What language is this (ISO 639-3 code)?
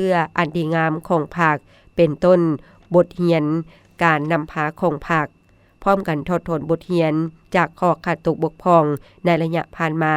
lao